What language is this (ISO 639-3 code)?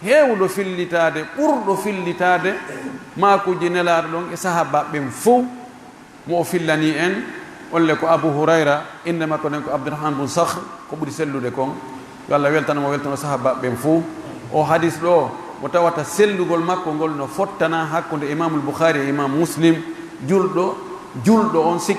fuf